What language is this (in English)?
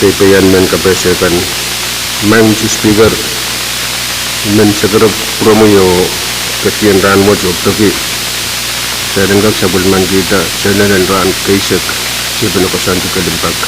Pohnpeian